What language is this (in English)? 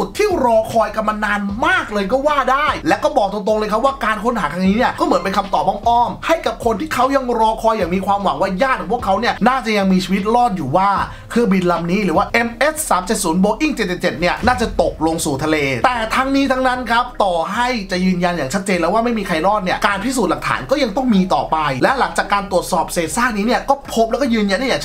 Thai